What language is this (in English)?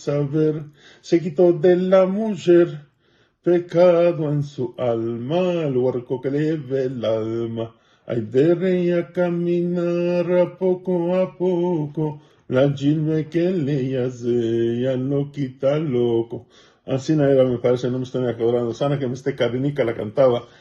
Ladino